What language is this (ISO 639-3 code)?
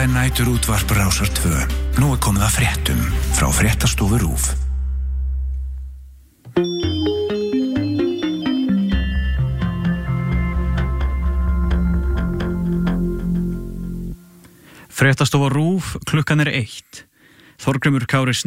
isl